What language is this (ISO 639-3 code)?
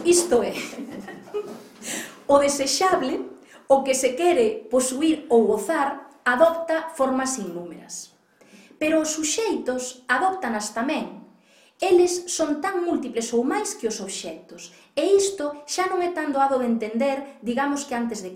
glg